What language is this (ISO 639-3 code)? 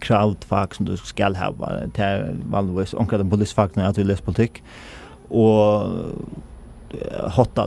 fao